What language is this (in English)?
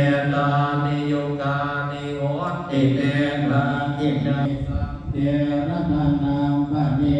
Pali